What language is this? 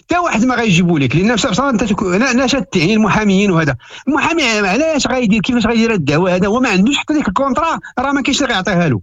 Moroccan Arabic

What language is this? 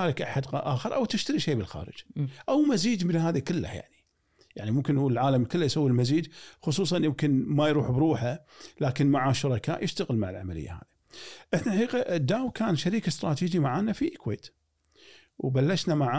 Gulf Arabic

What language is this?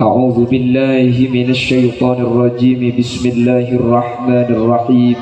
Madurese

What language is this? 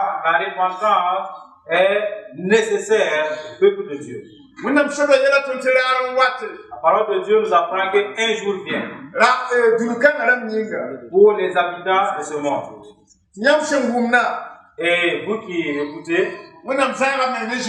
Mossi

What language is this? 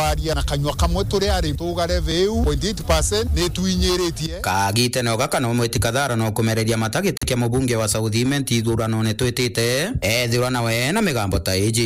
Meru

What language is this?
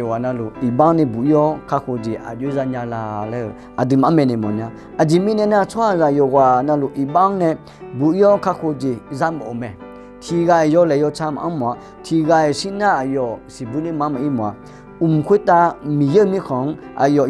Akha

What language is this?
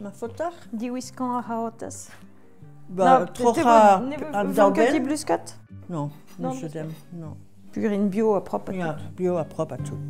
Breton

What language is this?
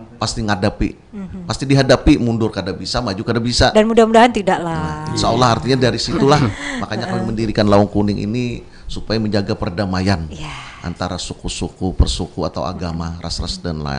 Banjar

